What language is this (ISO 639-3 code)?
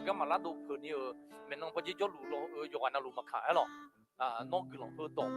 ahk